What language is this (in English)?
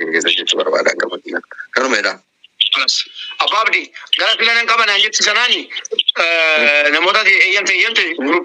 Oromo